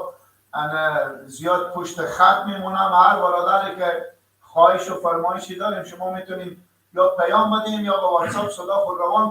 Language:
Persian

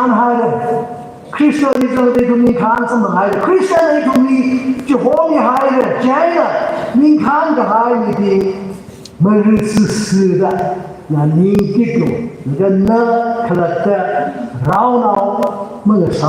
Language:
Tangkhul Naga (India)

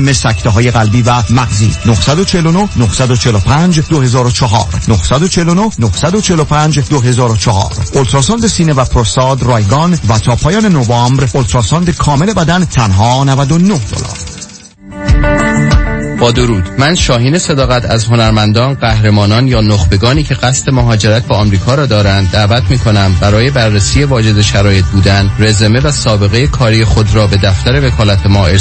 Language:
Persian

